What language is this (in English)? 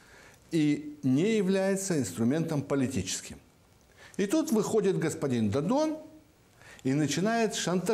Russian